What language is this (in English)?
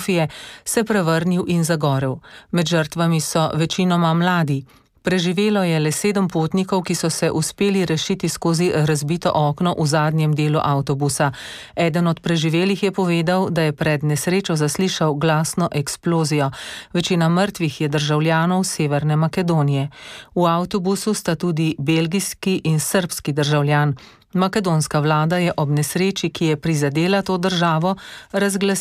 Slovenian